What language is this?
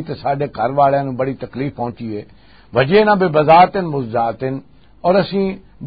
Western Panjabi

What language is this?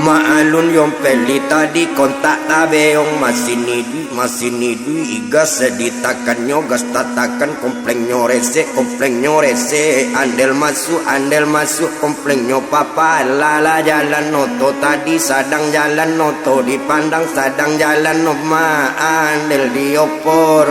Minangkabau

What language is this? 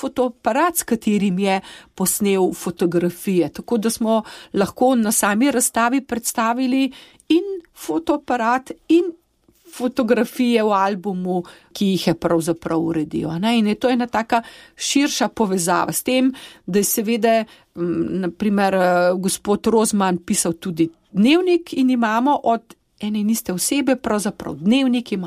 Slovenian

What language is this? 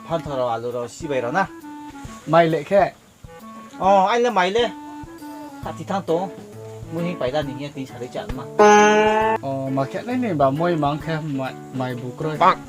Riang (India)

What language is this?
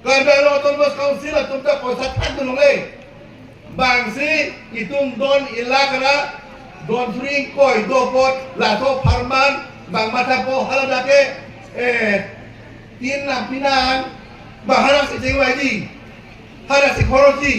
Karbi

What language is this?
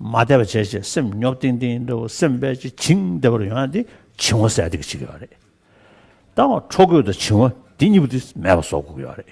Tibetan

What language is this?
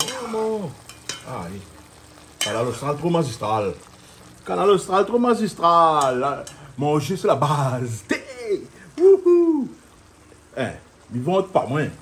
Réunion Creole French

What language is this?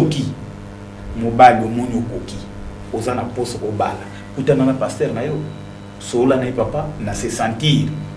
Lingala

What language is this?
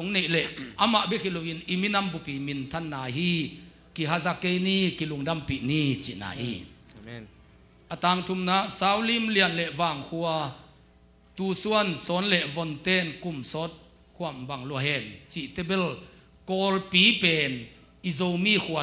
Tedim Chin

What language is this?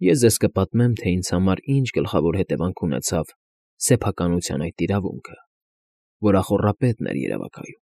Armenian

